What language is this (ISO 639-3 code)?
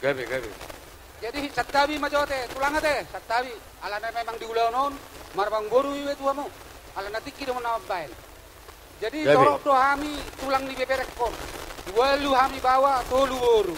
bbc